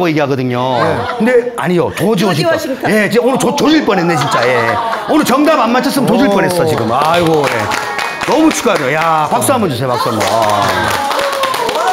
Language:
Korean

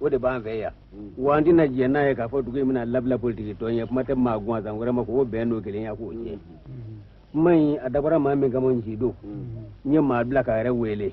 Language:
Bambara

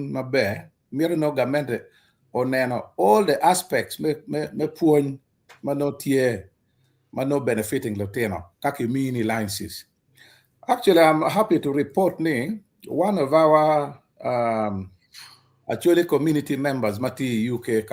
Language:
Acoli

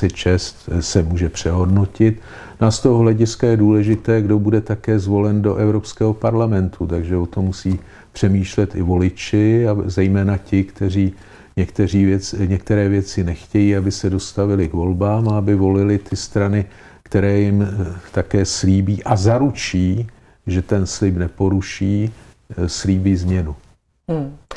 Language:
Czech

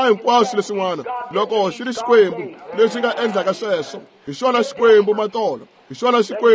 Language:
Tsonga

